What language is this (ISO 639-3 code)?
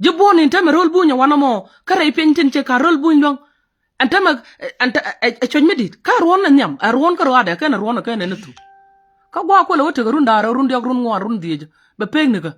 nus